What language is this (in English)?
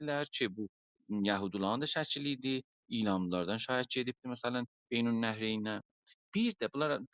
South Azerbaijani